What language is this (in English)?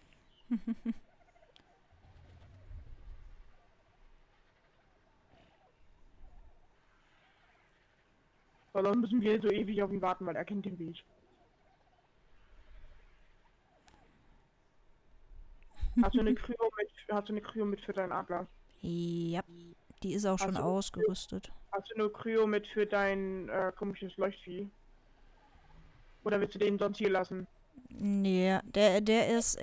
German